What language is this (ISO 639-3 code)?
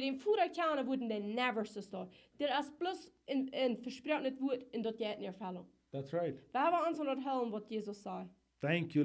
pdt